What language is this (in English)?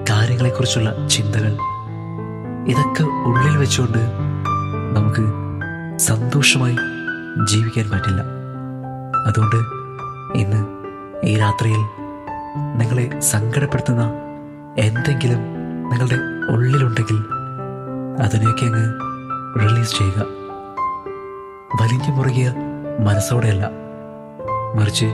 Malayalam